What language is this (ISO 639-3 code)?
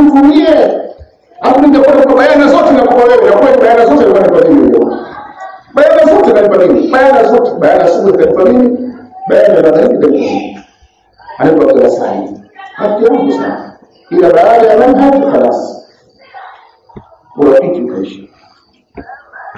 swa